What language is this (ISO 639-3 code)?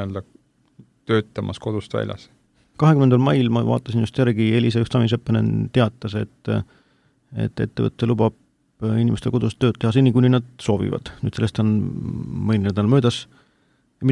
est